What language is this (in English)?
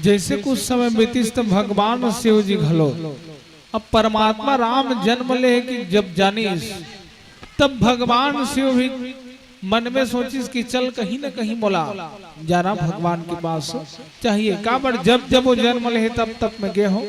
Chhattisgarhi